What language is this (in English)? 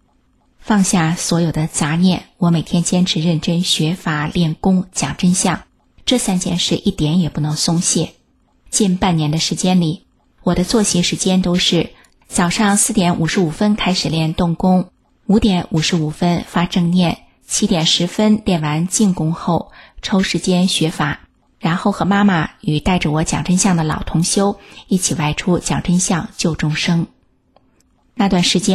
Chinese